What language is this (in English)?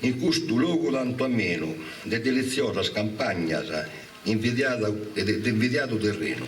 Sardinian